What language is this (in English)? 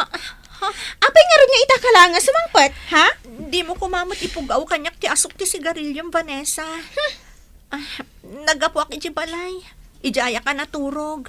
Iloko